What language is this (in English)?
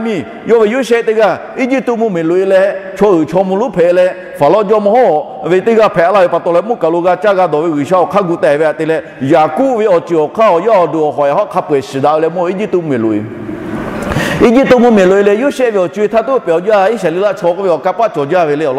Lahu